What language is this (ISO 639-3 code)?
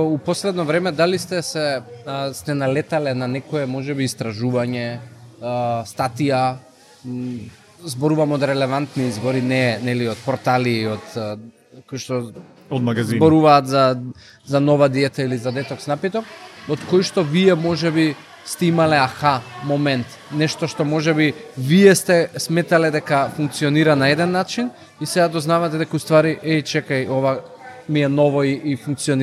mkd